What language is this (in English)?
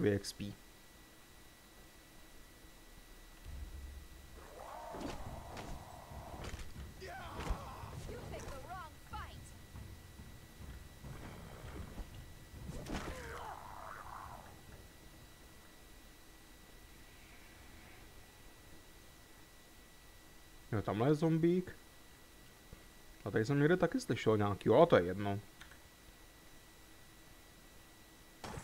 Czech